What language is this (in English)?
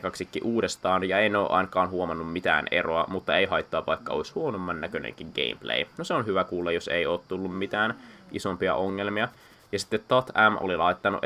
Finnish